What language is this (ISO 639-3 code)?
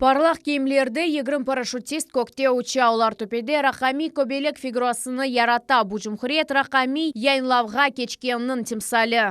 crh